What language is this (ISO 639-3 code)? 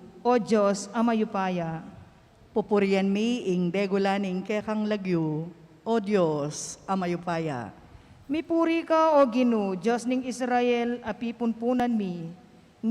pam